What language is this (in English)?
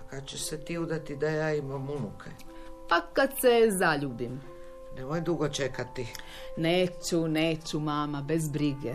Serbian